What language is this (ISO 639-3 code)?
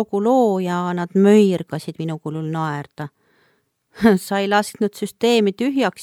est